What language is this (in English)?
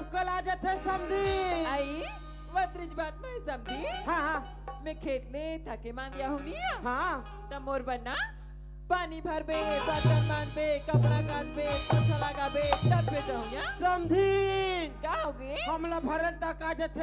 Chhattisgarhi